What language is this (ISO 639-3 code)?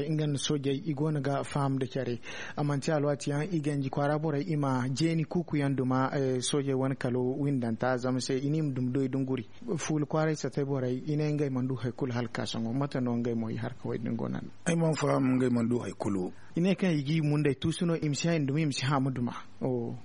dje